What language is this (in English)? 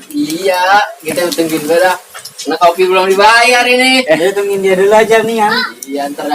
Betawi